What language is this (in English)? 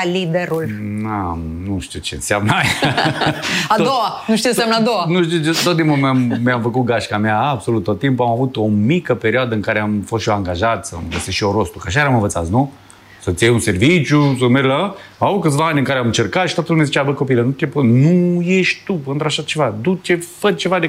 Romanian